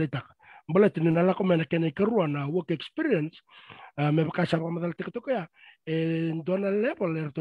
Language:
Fijian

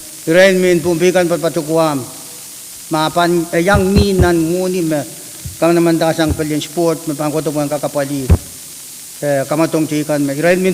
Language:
Pohnpeian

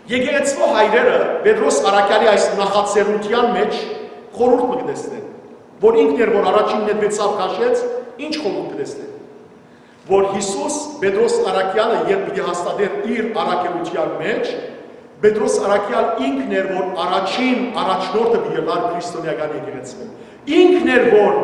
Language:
Western Armenian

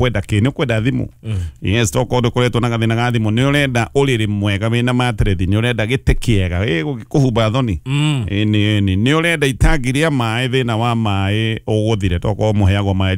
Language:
Kikuyu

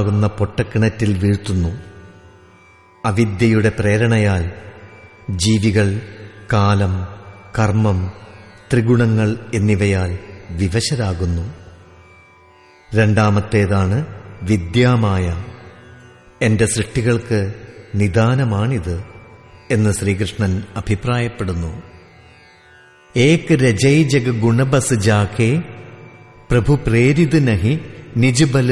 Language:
Malayalam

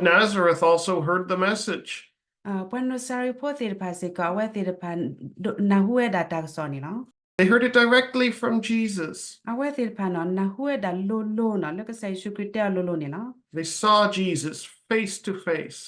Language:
S'gaw Karen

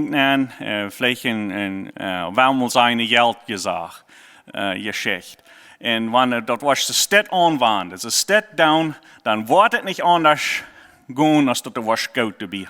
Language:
Plautdietsch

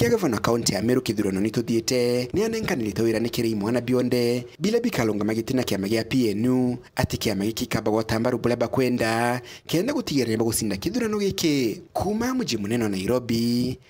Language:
Meru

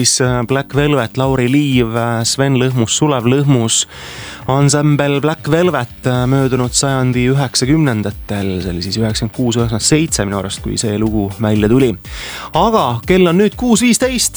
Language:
Estonian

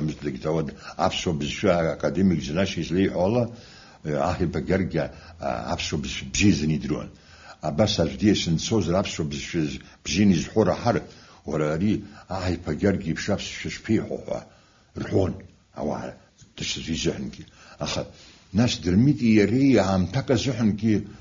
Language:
Abkhazian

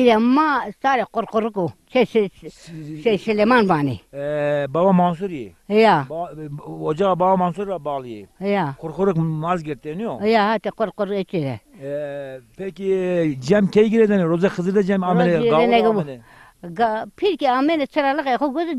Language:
Zaza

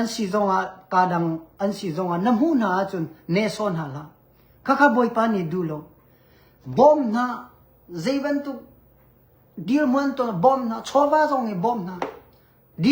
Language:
Hakha Chin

